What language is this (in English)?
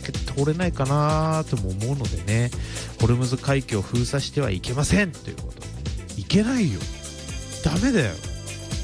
Japanese